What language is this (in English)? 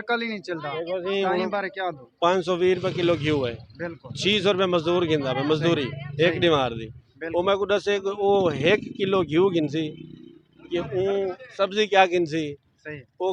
Saraiki